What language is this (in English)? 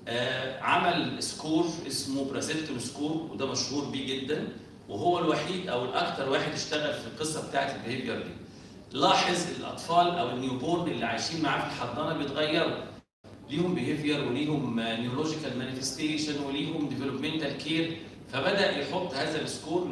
Egyptian Arabic